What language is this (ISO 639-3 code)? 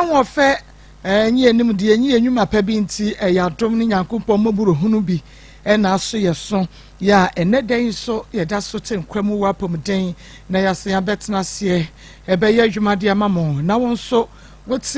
aka